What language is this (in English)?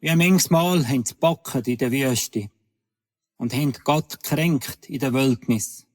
Swiss German